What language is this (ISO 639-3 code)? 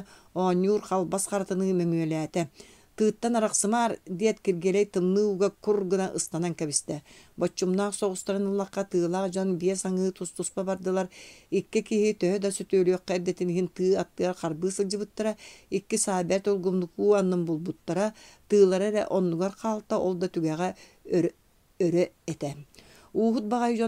sah